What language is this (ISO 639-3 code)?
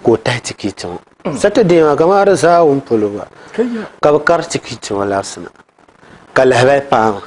dag